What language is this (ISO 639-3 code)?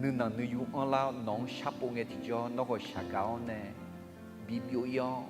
ahk